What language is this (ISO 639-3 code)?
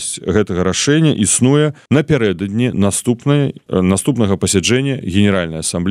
bel